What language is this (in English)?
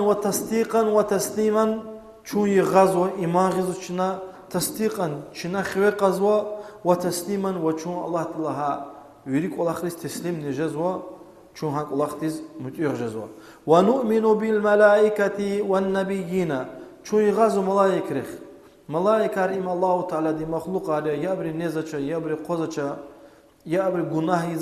Lezghian